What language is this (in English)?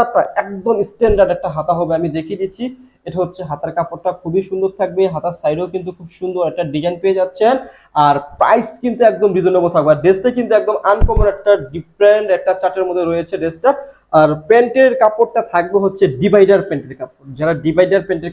Bangla